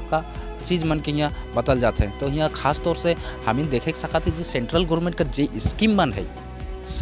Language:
Sadri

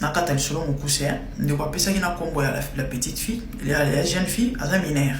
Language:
Lingala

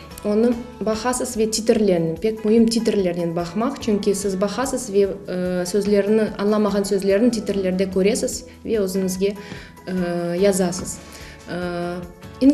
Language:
Crimean Tatar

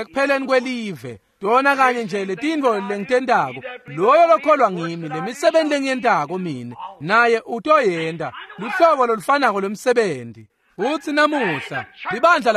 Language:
Swati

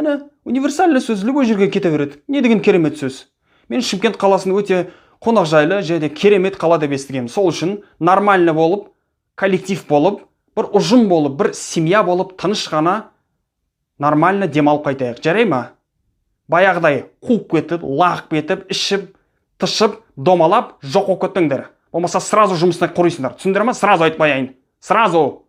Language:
Kazakh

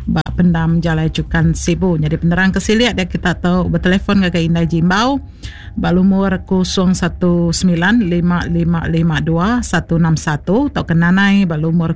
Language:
Iban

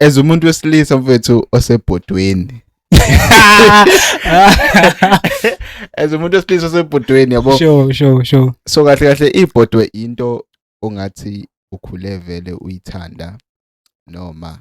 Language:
Zulu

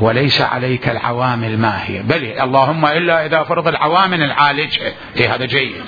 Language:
Mesopotamian Arabic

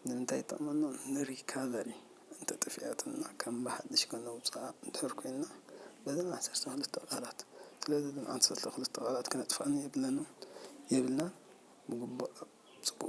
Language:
Tigrinya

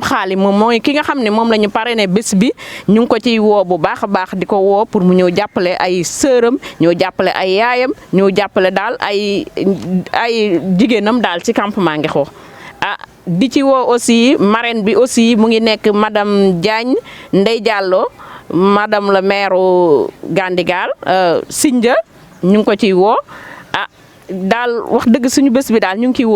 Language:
Wolof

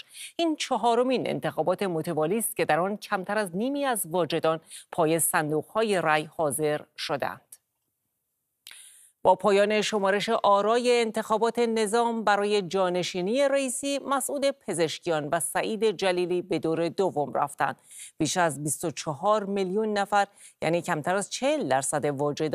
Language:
Persian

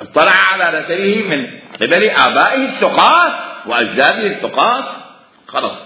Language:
Mesopotamian Arabic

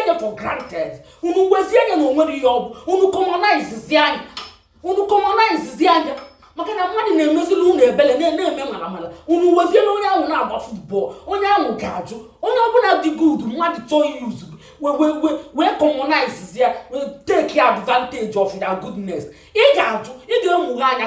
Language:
Igbo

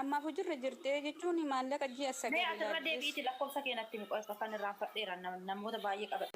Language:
Oromo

